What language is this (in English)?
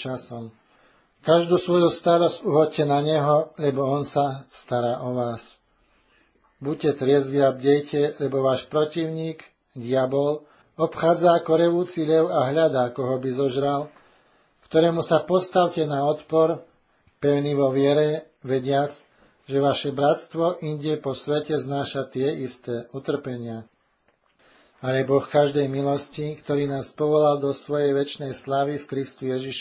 Slovak